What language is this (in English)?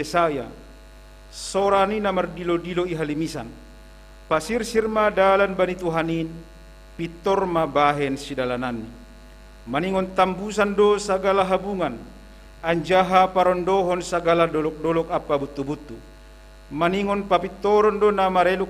Batak Simalungun